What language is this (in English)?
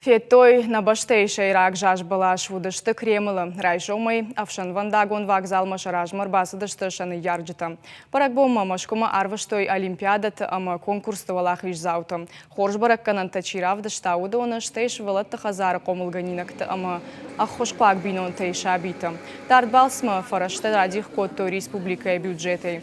Ossetic